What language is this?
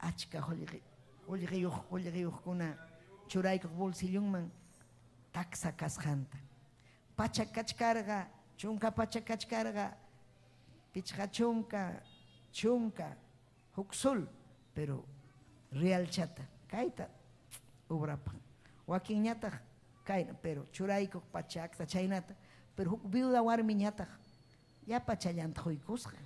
Ayacucho Quechua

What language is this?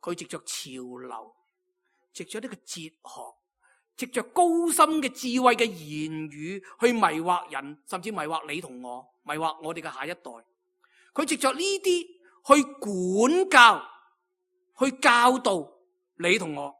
Cantonese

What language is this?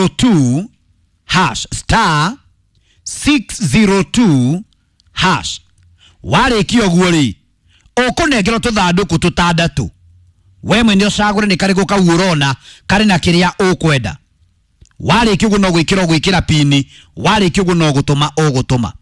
Kikuyu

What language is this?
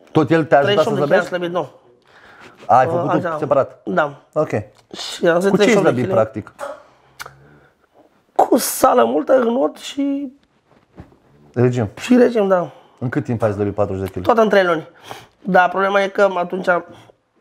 Romanian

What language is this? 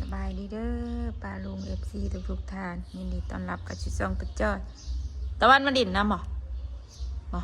Northeastern Thai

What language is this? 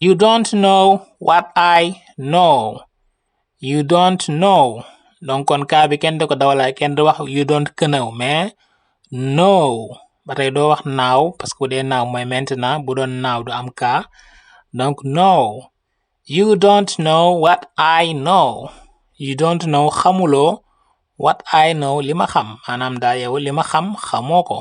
Wolof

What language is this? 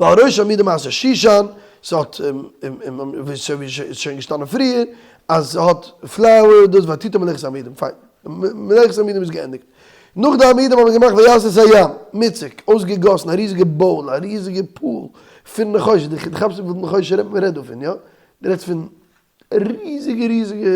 Yiddish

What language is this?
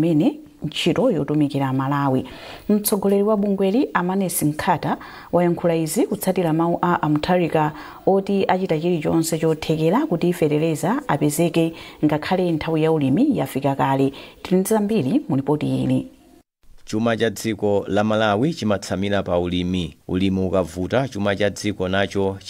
Nyanja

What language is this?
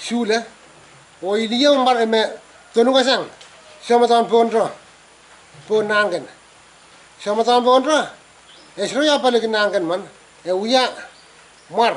Pohnpeian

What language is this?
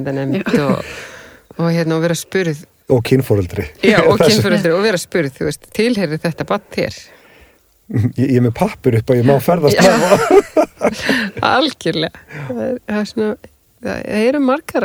Icelandic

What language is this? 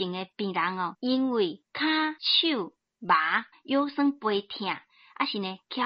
Min Nan Chinese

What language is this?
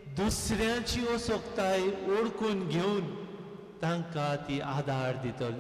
Konkani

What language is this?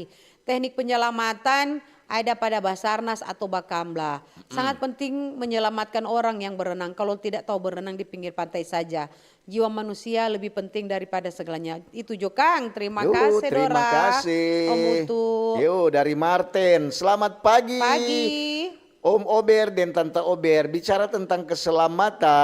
Manado Malay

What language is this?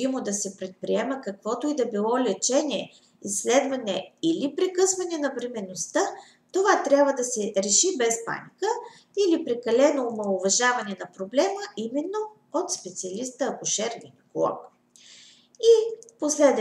Bulgarian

